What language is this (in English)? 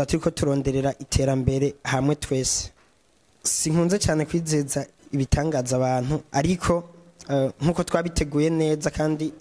Rundi